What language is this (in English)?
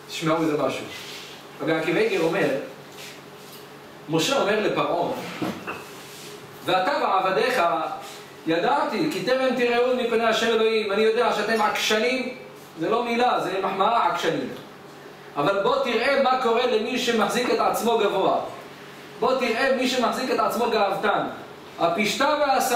Hebrew